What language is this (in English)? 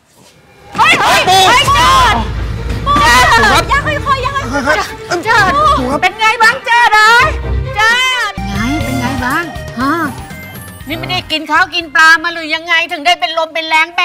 Thai